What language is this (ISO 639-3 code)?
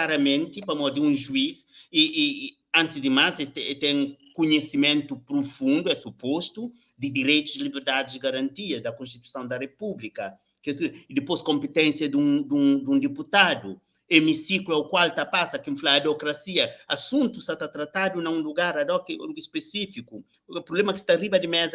kea